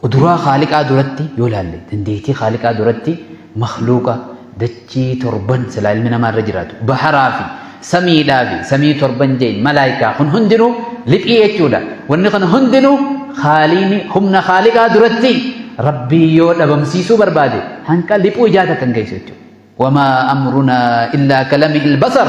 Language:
Oromo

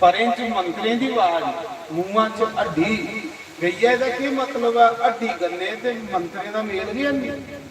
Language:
Dogri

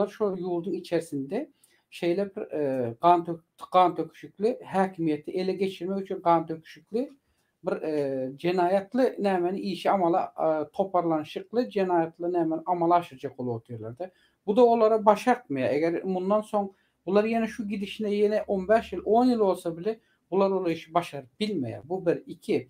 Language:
Turkmen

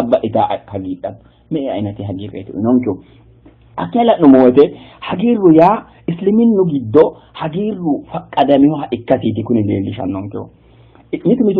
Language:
Sidamo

